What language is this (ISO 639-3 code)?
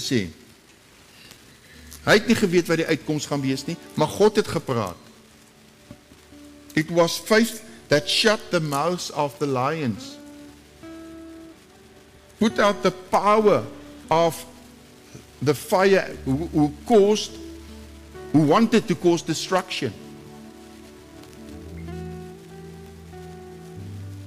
afr